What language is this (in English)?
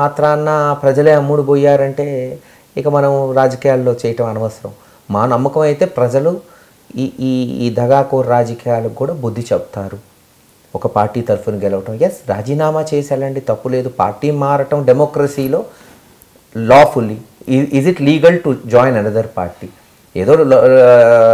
Telugu